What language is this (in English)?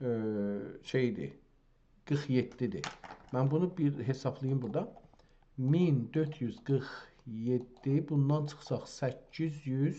South Azerbaijani